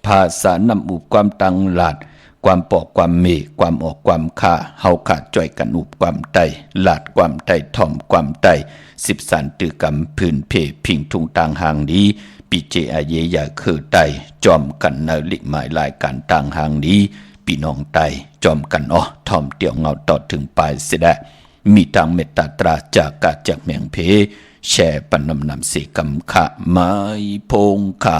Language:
Shan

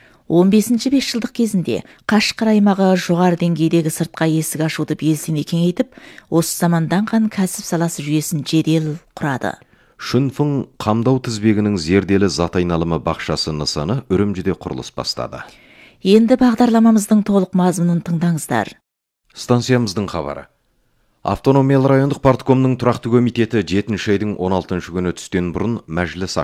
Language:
Kazakh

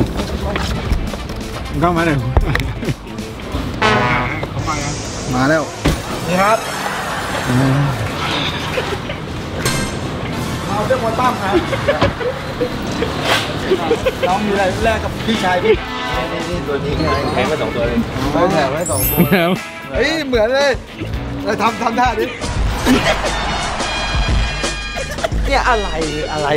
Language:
Thai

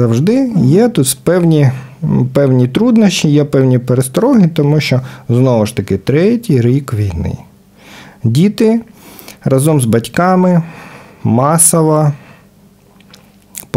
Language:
Ukrainian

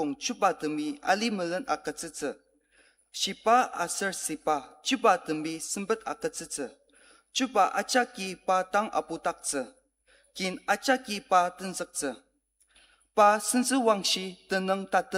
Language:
Ao Naga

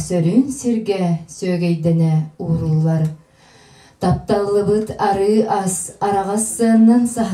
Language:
Yakut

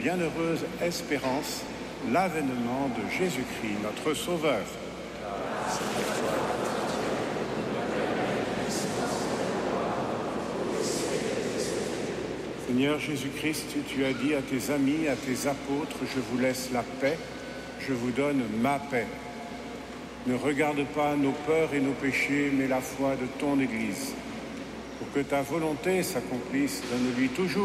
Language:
French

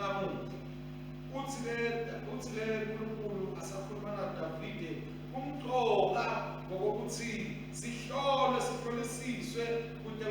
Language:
Swati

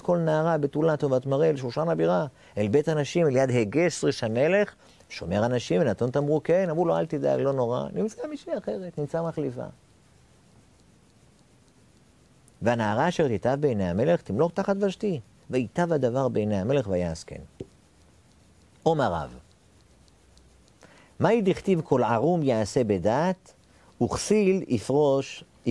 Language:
Hebrew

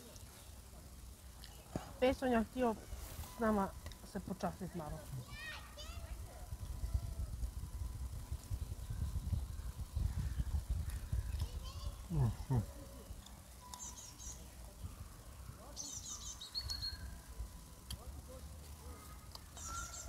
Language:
Croatian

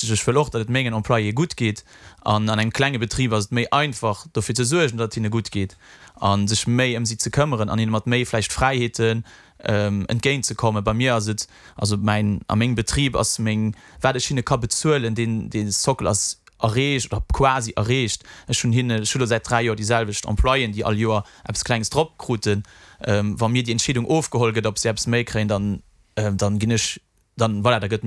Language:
Luxembourgish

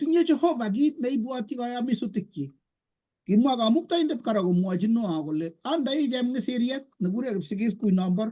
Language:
Kalenjin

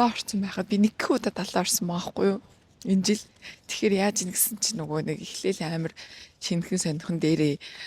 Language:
Mongolian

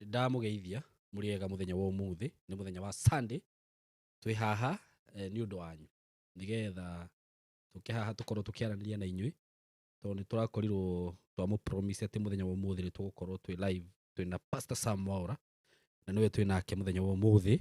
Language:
Kikuyu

